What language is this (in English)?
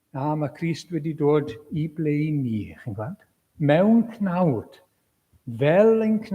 Welsh